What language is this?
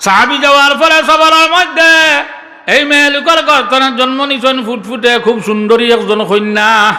Sylheti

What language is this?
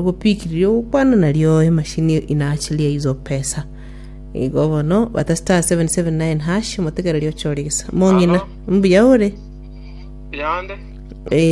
Gusii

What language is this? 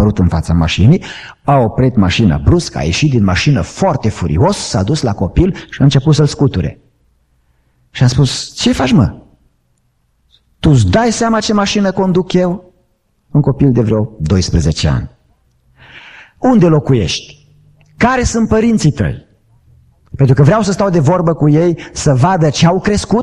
Romanian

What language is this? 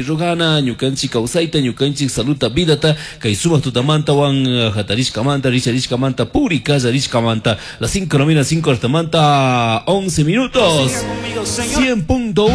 Chimborazo Highland Quichua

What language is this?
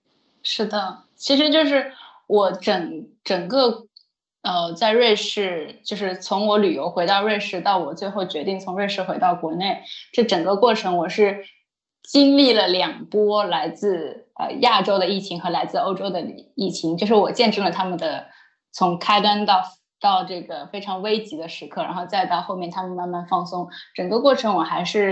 Chinese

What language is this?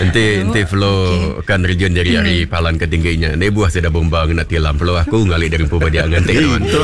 Iban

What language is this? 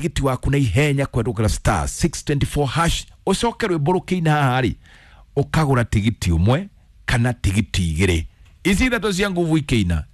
Kikuyu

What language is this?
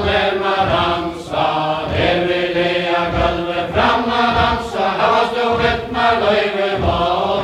Faroese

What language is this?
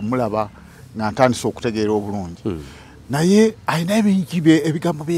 Ganda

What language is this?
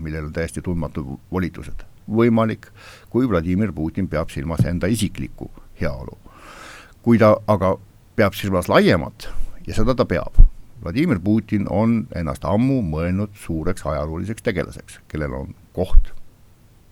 Estonian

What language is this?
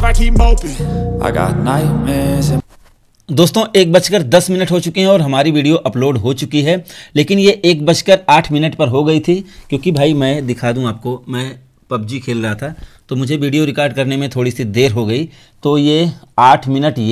Hindi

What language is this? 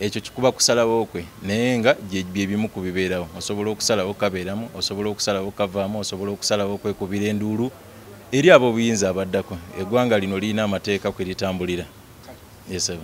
Ganda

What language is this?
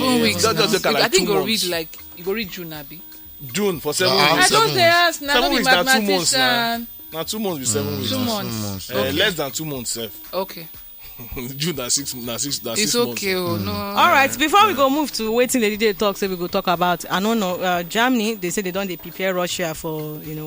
Nigerian Pidgin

